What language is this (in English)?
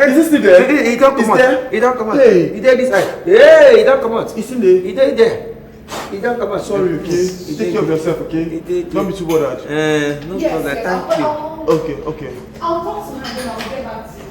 Nigerian Pidgin